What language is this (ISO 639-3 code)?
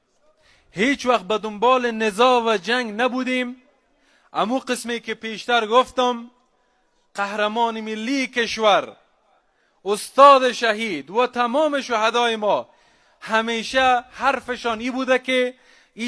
fas